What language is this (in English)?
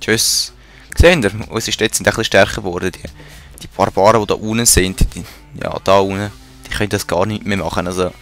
Swiss German